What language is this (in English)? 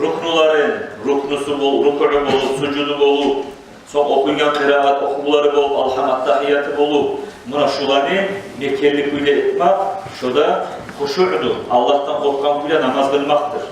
Kumyk